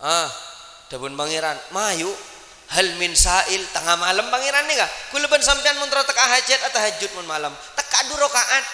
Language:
Madurese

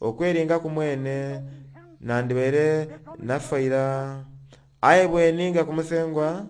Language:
Soga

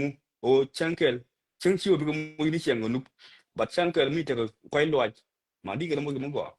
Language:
Nuer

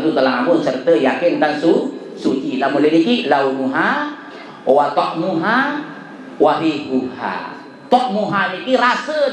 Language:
Sasak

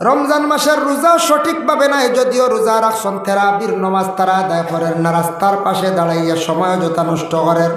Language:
Sylheti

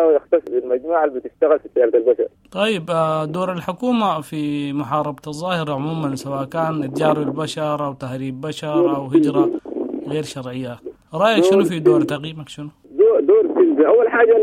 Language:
Sudanese Arabic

